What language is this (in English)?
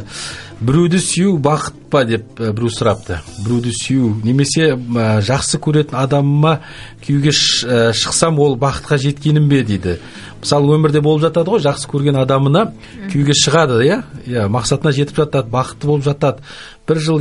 Kazakh